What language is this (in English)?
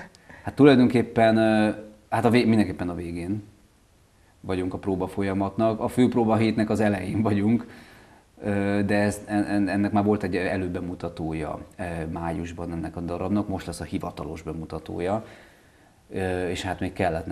Hungarian